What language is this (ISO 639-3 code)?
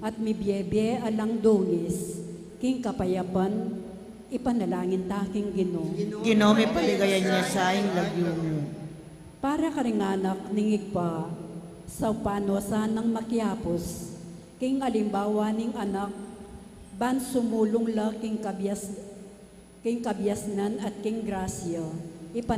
pam